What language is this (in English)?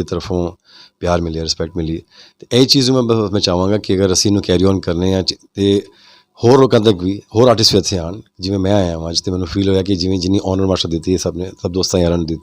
Western Panjabi